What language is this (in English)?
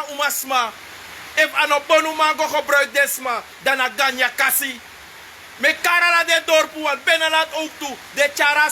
Sranan Tongo